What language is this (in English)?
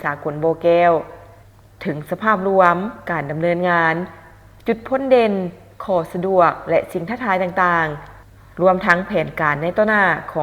Lao